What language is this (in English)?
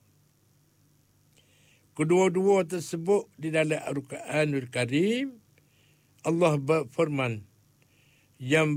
Malay